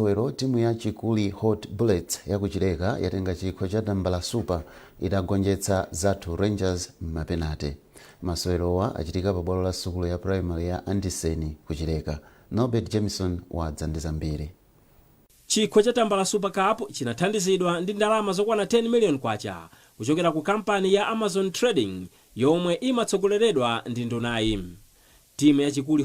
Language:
Nyanja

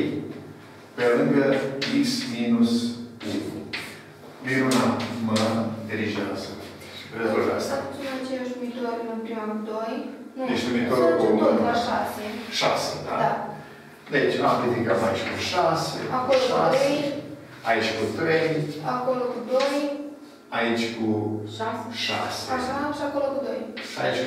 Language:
Romanian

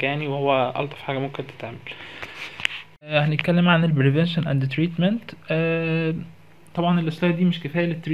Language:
Egyptian Arabic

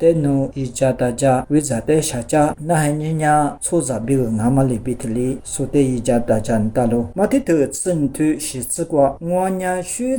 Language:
Lisu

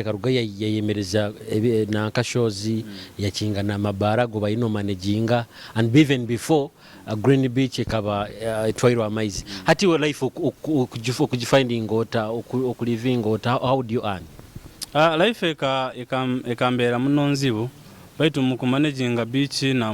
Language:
Nyoro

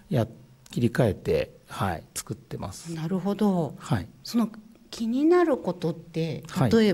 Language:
Japanese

